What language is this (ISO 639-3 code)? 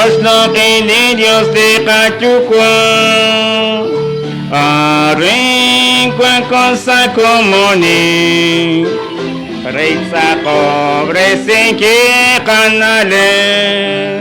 kek